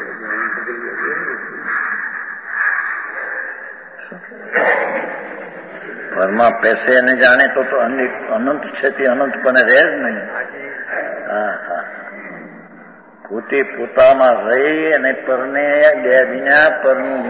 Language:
Gujarati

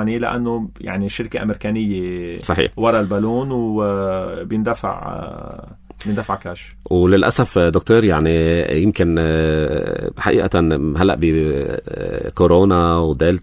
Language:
North Levantine Arabic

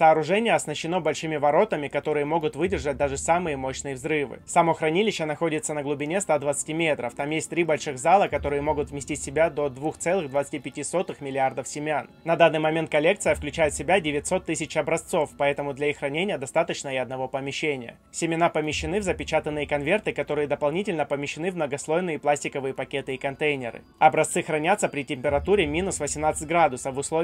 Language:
Russian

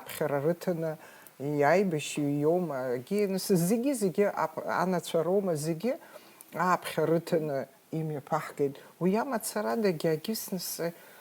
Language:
Abkhazian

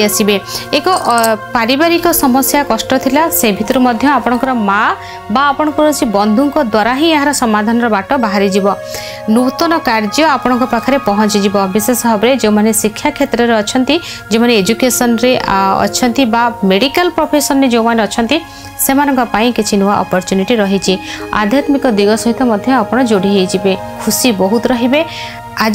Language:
Odia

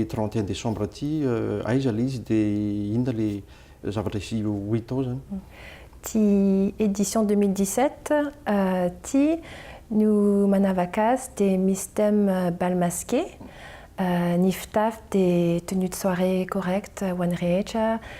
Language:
Malagasy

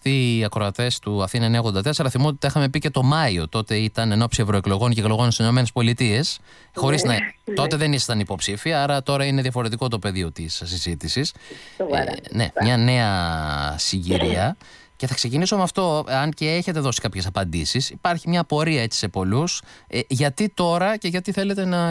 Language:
Greek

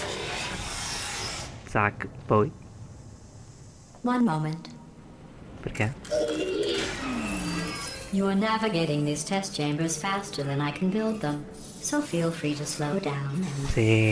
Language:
Italian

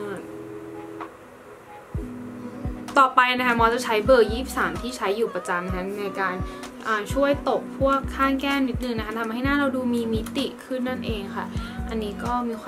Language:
Thai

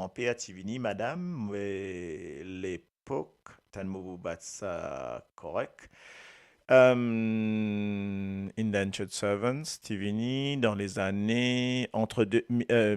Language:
Morisyen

